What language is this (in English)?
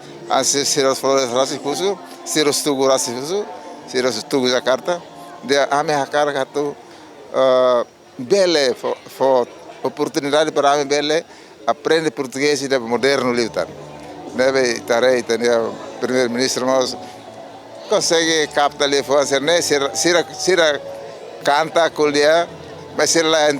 Tetum